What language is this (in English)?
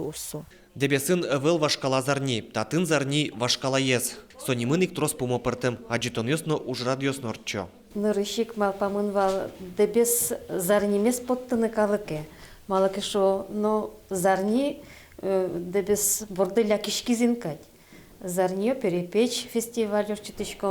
Udmurt